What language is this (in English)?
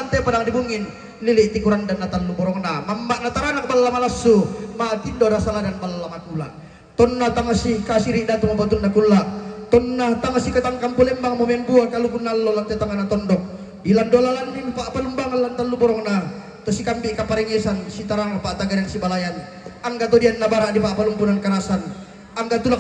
Toraja-Sa'dan